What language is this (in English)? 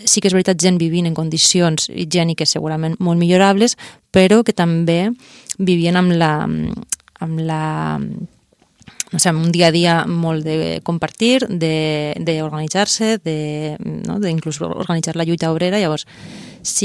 Catalan